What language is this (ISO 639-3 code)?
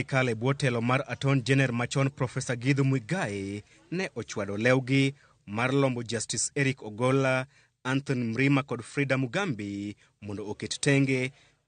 luo